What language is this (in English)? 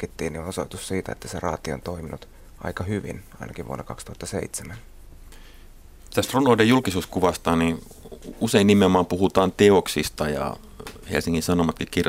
Finnish